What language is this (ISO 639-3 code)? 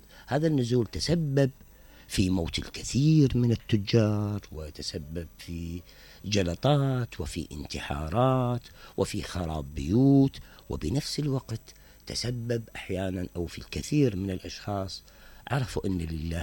acm